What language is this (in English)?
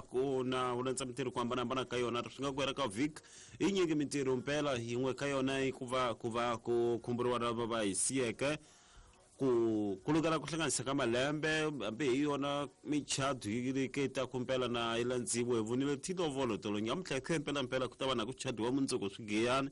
Tsonga